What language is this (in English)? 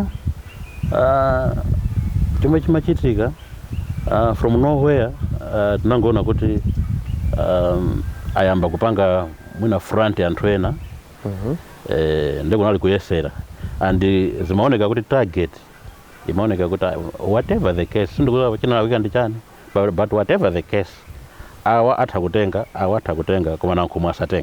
Nyanja